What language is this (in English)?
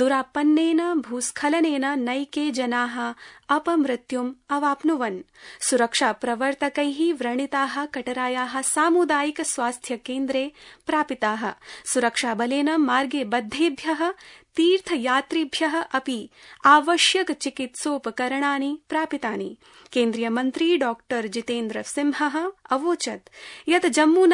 Sanskrit